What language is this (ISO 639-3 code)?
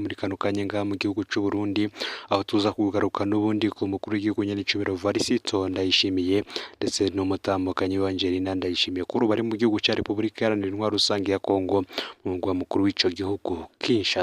run